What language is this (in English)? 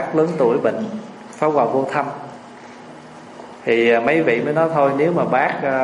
Vietnamese